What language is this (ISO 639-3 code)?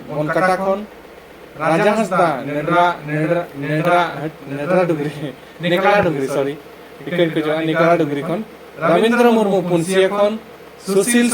sat